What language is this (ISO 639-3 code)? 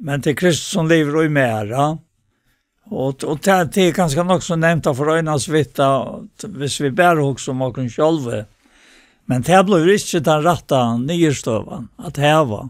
fao